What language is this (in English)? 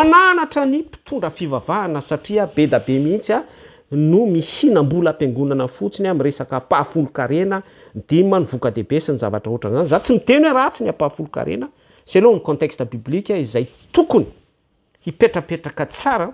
Malagasy